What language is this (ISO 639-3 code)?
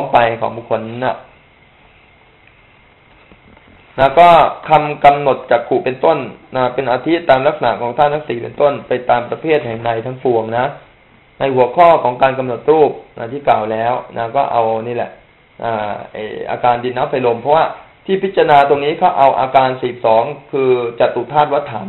tha